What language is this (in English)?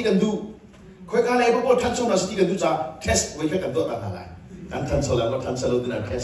Hakha Chin